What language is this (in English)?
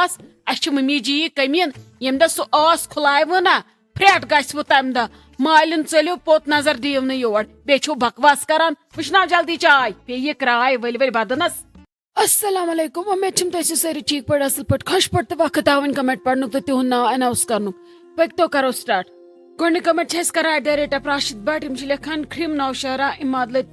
Kashmiri